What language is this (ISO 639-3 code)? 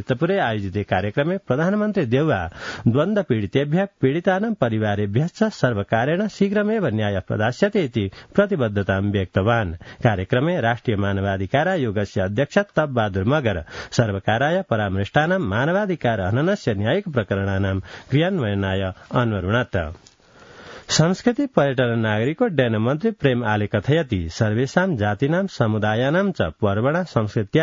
san